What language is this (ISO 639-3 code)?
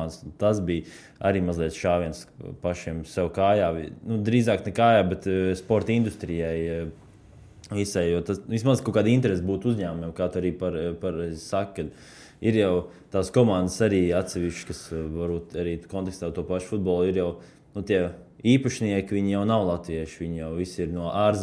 lav